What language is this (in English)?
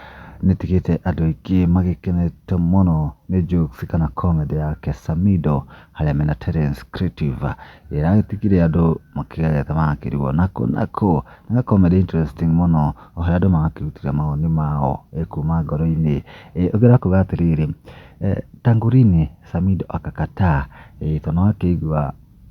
Kikuyu